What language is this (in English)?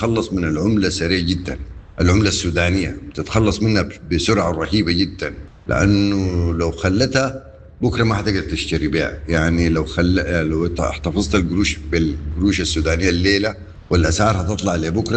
Sudanese Arabic